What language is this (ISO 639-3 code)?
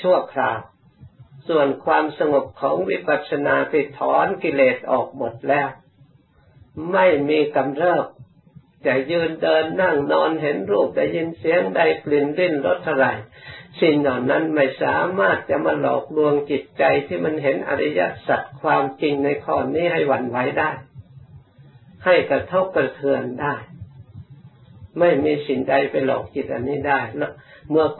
tha